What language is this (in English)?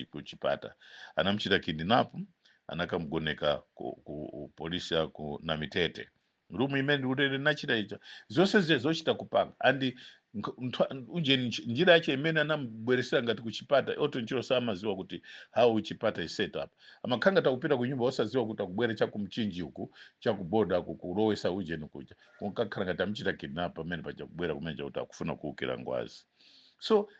Nyanja